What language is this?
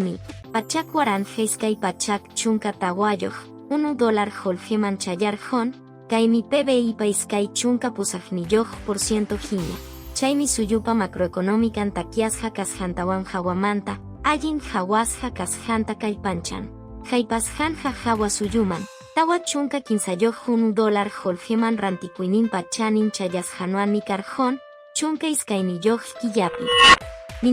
Quechua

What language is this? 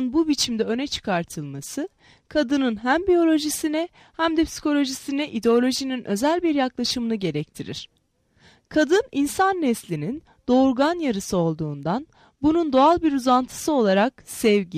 Turkish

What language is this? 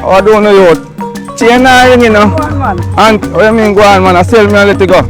Jamaican Creole English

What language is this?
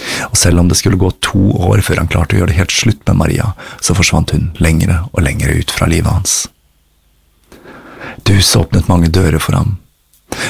Norwegian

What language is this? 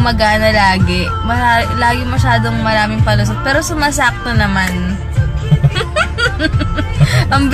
Filipino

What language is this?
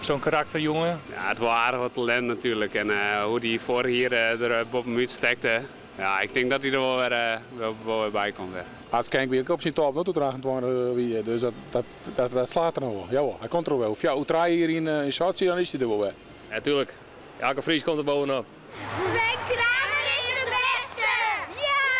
Western Frisian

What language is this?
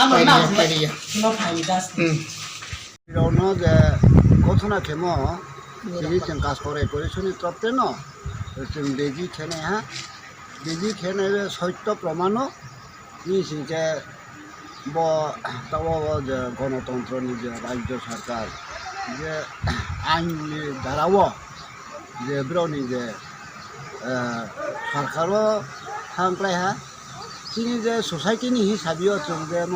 Riang (India)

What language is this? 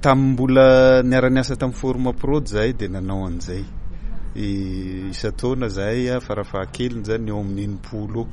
Malagasy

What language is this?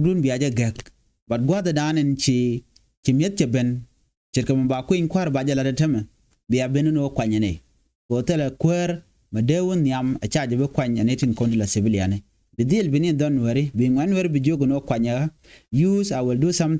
Nuer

